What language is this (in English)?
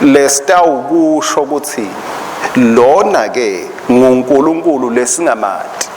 Swati